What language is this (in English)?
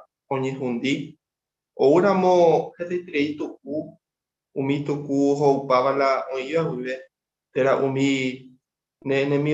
Guarani